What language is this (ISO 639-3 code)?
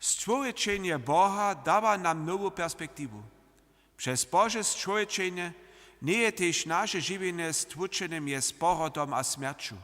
hsb